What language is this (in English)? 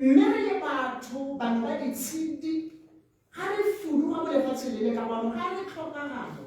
Tswana